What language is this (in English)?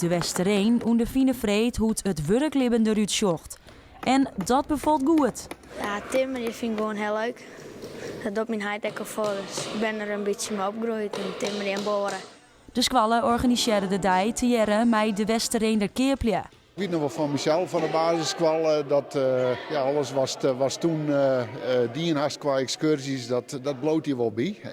Western Frisian